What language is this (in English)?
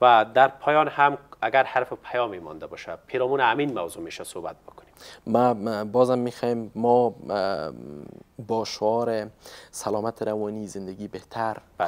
Persian